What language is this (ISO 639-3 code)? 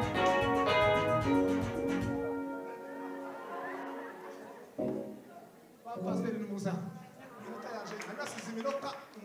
kin